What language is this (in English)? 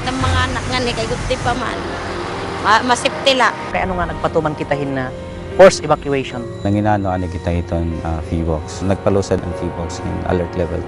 Waray